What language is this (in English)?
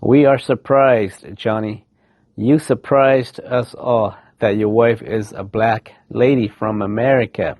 Hmong